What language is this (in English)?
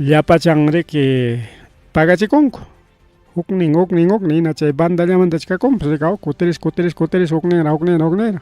Ayacucho Quechua